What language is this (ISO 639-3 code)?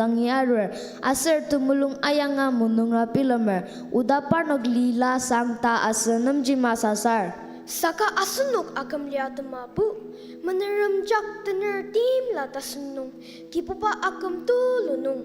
njo